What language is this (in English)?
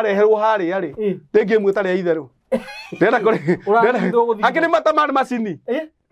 Kikuyu